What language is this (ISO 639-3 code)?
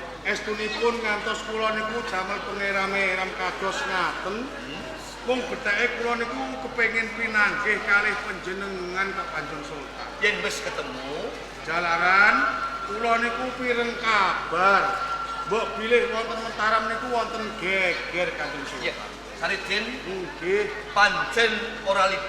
jav